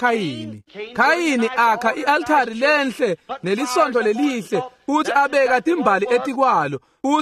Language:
Swati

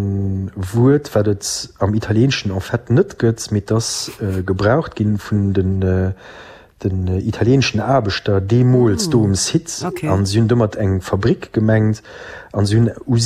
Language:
Luxembourgish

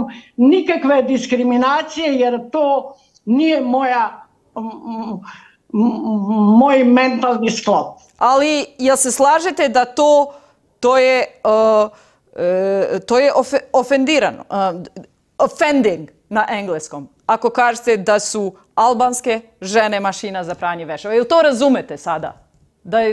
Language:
Serbian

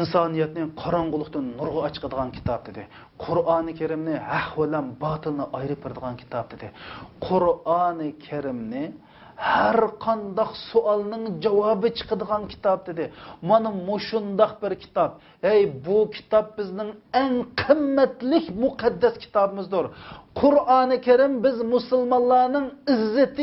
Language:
Uyghur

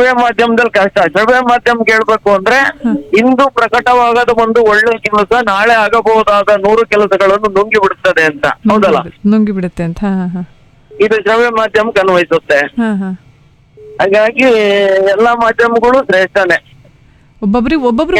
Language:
Kannada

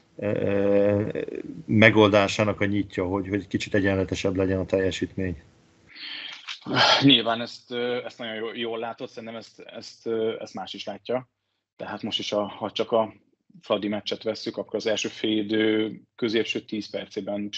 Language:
Hungarian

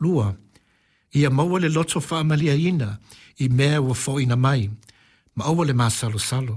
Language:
Samoan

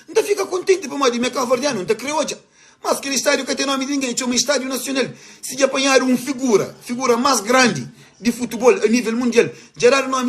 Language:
Kabuverdianu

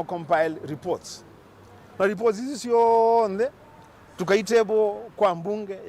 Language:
Kamba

